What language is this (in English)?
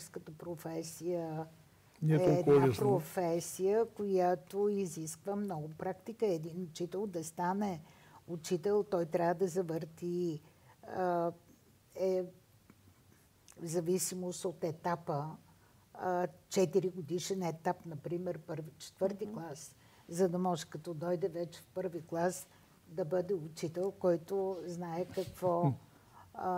Bulgarian